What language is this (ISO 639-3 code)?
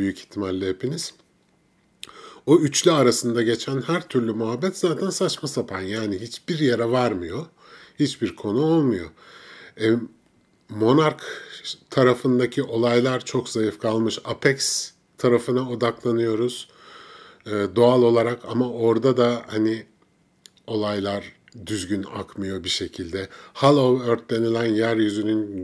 tur